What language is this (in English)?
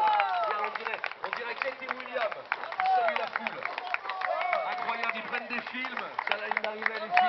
French